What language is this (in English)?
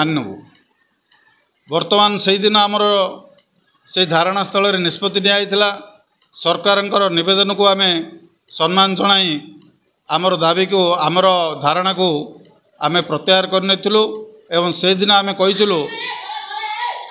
Odia